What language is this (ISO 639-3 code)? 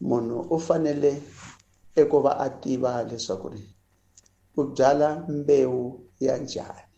tso